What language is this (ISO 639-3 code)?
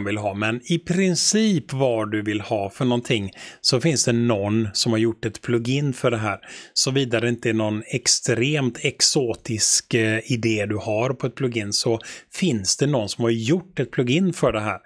swe